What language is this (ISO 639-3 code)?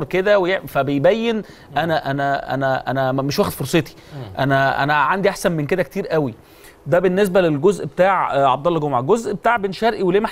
arz